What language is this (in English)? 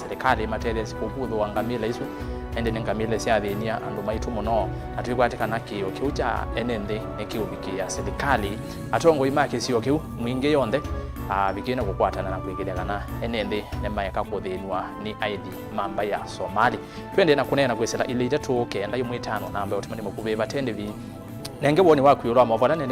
Kamba